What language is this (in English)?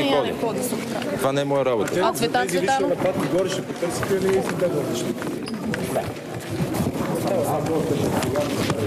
Bulgarian